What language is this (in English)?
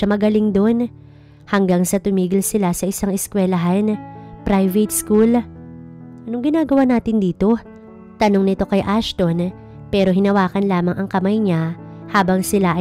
Filipino